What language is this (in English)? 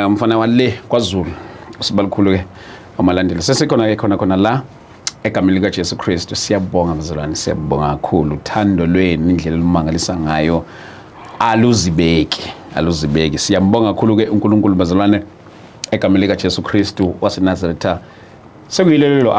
Zulu